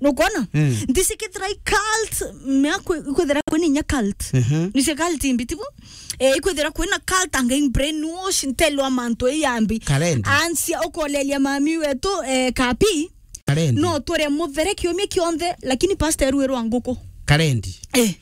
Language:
Meru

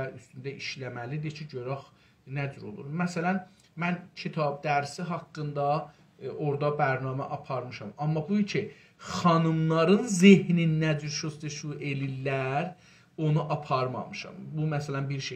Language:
South Azerbaijani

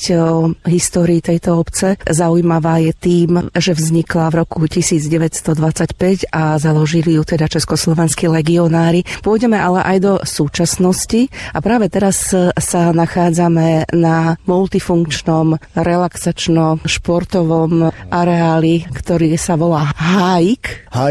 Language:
Slovak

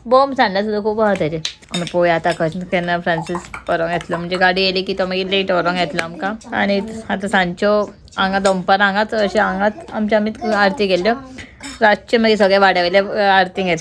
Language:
Konkani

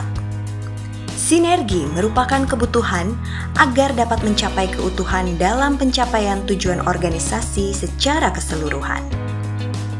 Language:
Indonesian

